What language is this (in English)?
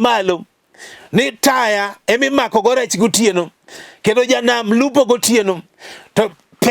Luo (Kenya and Tanzania)